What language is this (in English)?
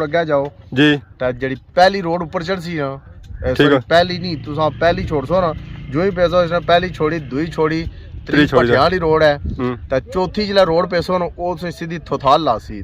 Pahari-Potwari